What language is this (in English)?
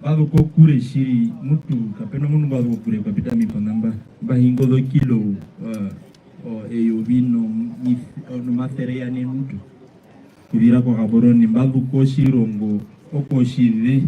Herero